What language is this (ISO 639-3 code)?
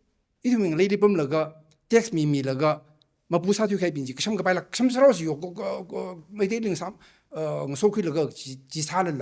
nmf